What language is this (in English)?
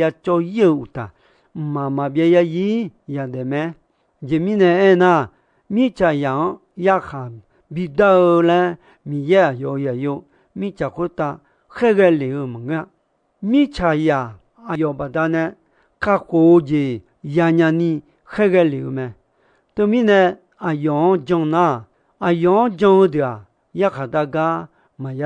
Akha